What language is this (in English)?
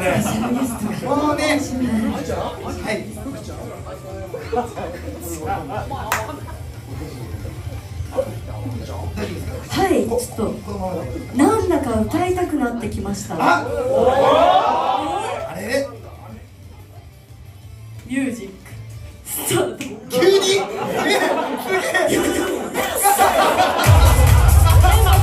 Japanese